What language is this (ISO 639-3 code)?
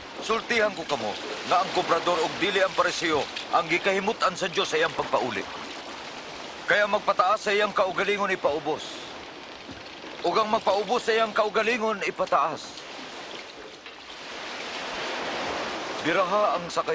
ceb